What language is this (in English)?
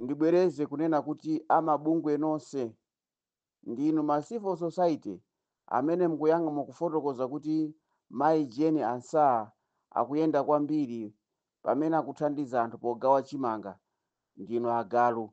Nyanja